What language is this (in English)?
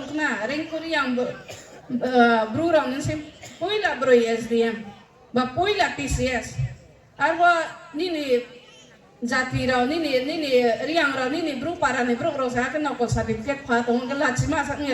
Riang (India)